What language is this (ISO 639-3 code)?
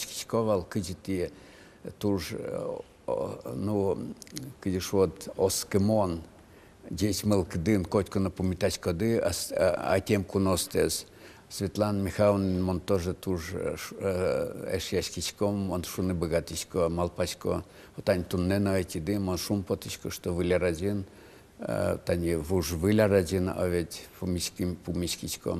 udm